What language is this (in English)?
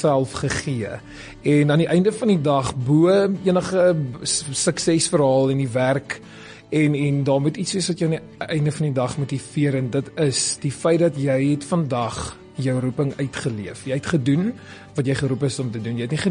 Afrikaans